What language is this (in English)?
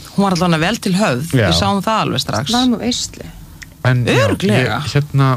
Icelandic